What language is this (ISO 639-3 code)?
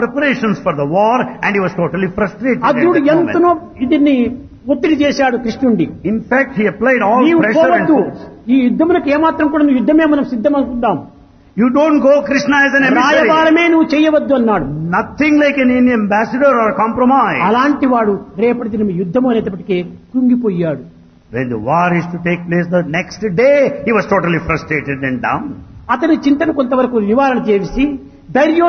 tel